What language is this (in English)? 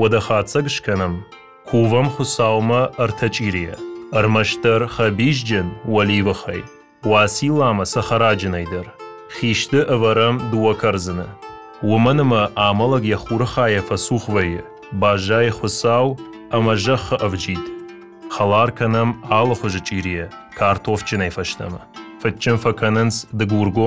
Ossetic